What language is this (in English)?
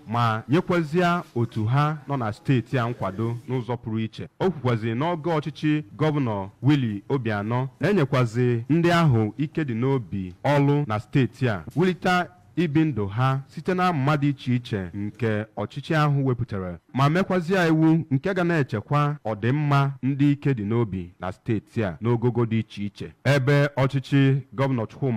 Igbo